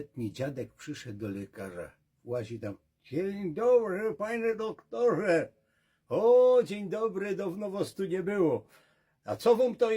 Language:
Silesian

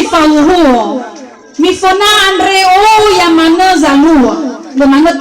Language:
Nias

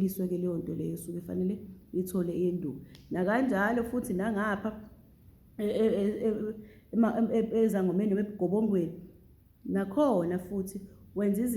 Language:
Zulu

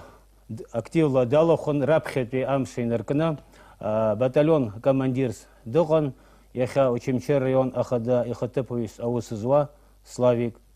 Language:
Abkhazian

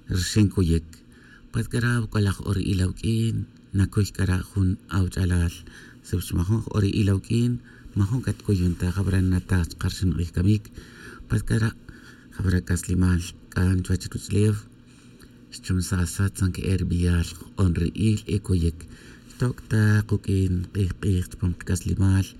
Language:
Tz'utujil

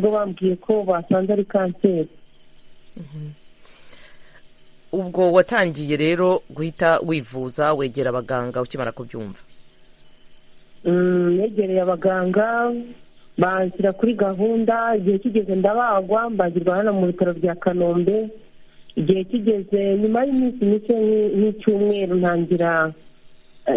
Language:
Kinyarwanda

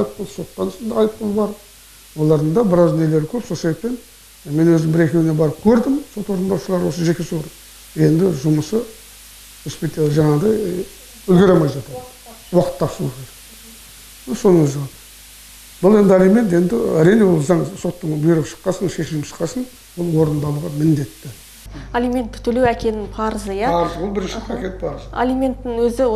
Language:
Kazakh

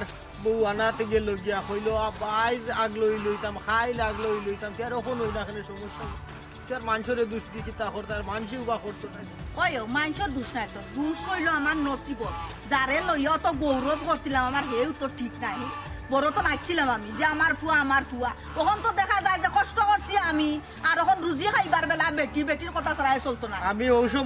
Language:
Sylheti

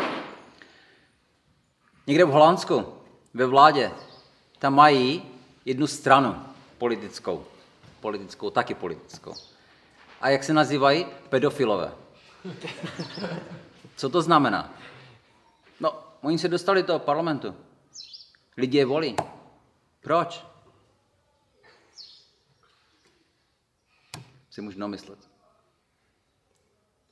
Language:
Czech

